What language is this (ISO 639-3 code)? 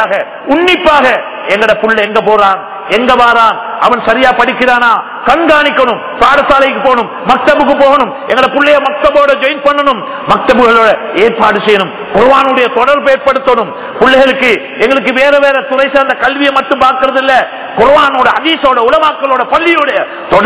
tam